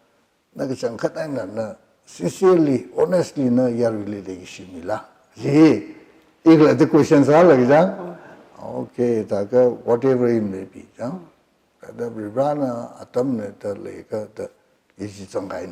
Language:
Tangkhul Naga (India)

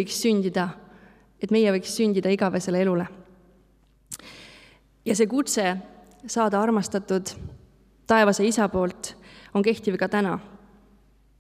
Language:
Estonian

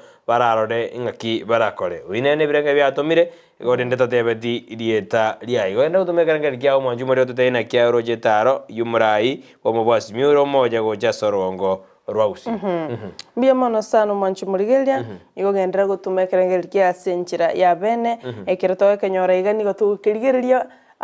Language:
Gusii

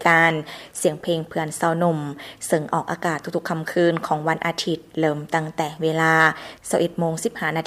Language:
Lao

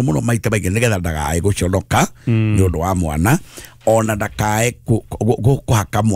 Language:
Kikuyu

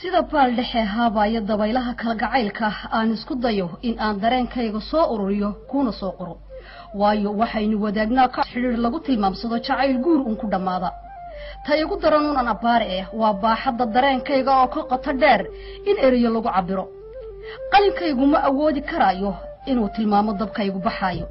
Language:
Somali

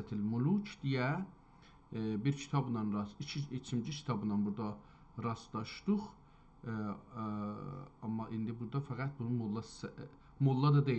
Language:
South Azerbaijani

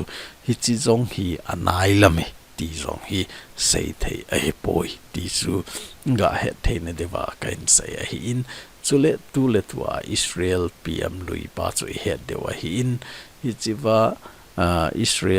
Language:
Thado Chin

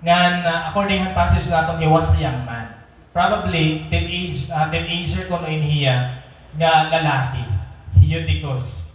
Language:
Waray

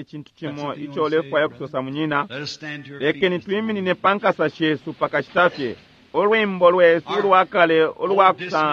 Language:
Bemba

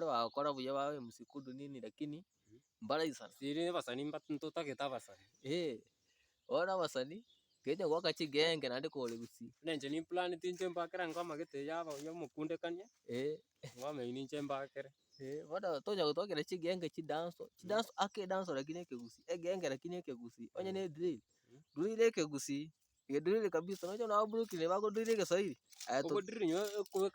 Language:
Gusii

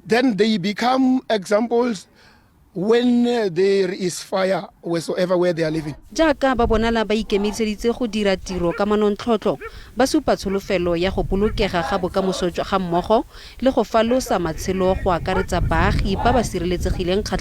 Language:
Tswana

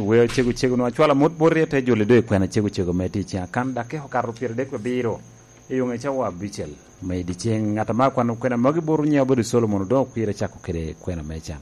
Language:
Lango (Uganda)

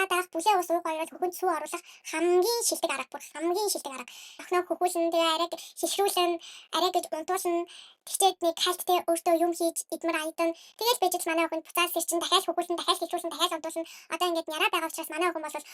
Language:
Mongolian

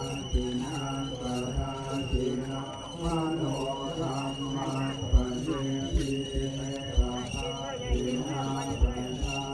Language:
Pali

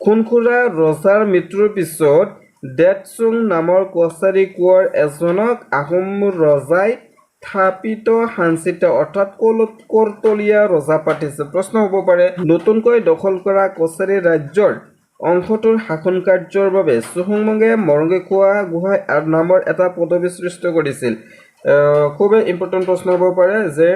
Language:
Assamese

